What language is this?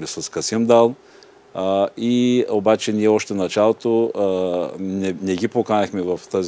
Bulgarian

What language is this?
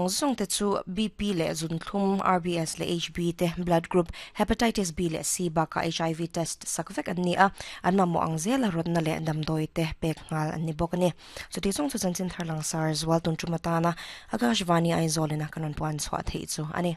Mizo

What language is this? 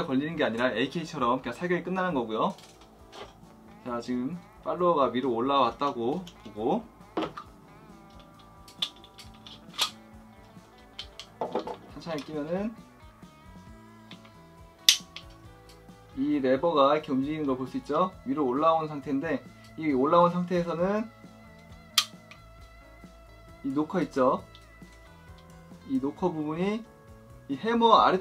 Korean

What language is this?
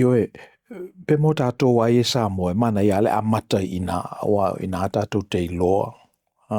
Samoan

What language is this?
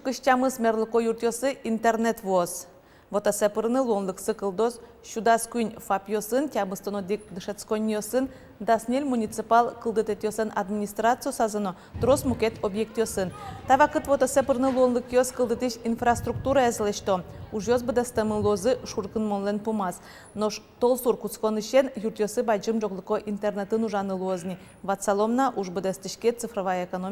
Udmurt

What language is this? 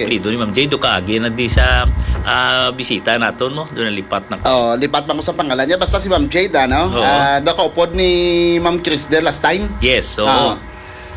Hiligaynon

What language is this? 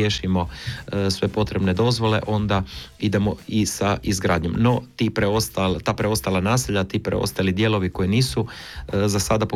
Croatian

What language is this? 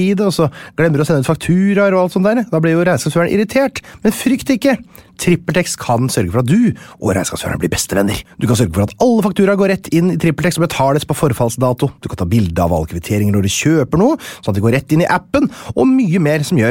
Norwegian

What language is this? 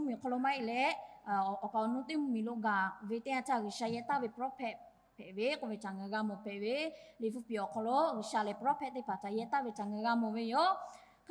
Lahu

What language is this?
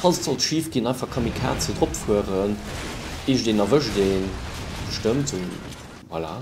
Luxembourgish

